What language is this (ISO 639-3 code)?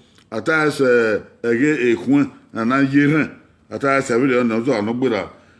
bin